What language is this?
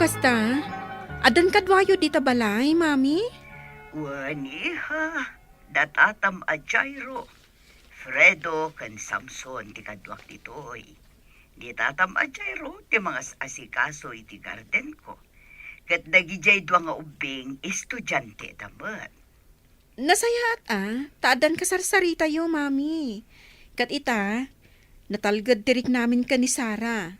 Iloko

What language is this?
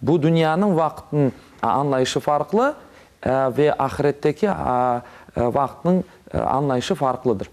Crimean Tatar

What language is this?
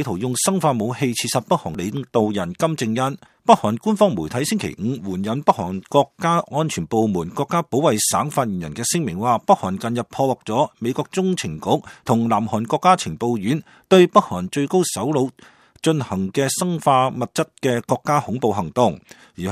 Cantonese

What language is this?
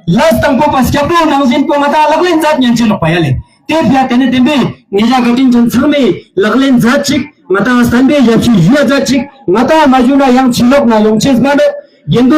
Ladakhi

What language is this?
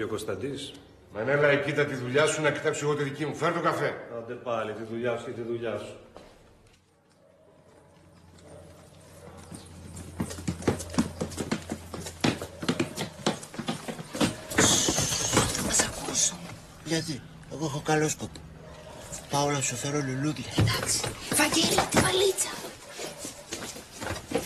Greek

